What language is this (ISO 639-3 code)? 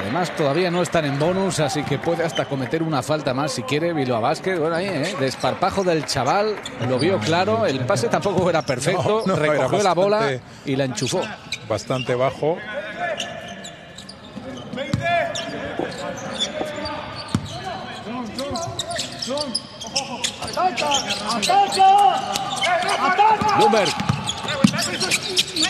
spa